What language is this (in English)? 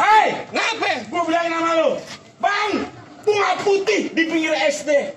Betawi